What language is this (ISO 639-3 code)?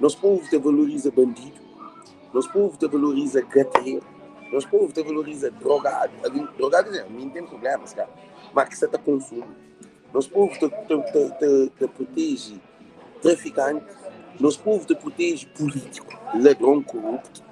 kea